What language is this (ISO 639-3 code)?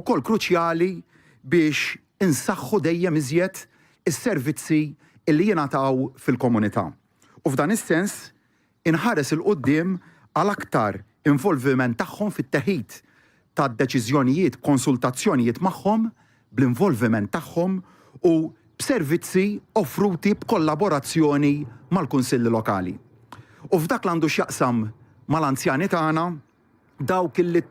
mlt